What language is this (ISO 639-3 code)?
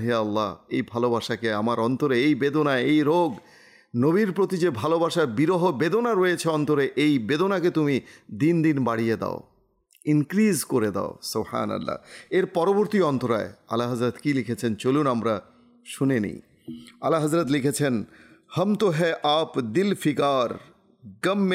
ben